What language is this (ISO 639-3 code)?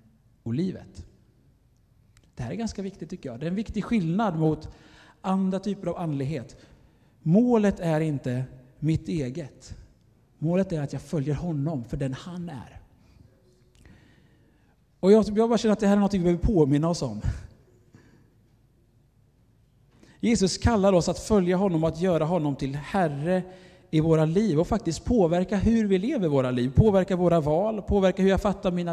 swe